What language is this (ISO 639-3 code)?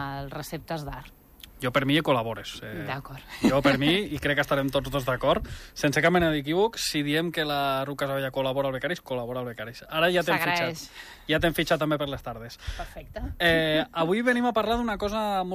cat